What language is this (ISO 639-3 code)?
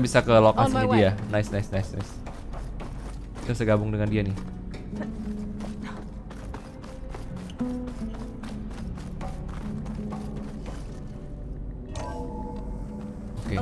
ind